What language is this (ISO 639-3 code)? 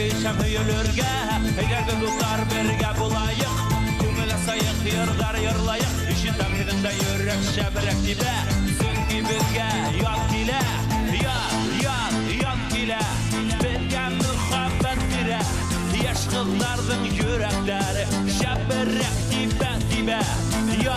bak